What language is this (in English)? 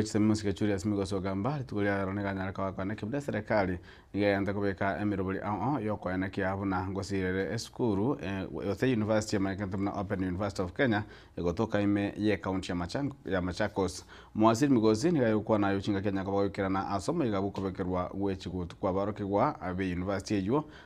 Gusii